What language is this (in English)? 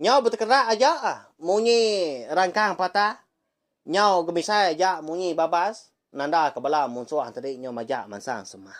Iban